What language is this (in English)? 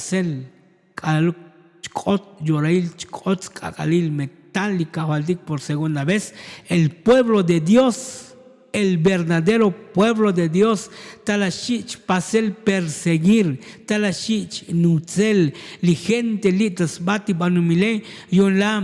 Tzotzil